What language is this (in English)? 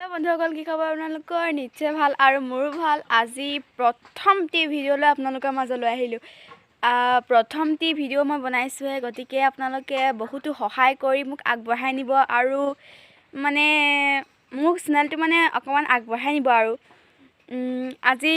Assamese